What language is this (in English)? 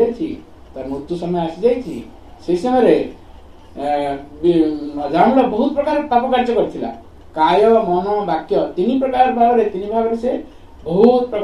Odia